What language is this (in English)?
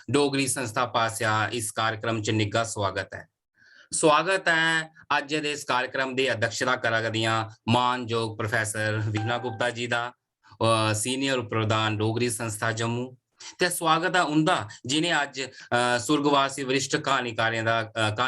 Dogri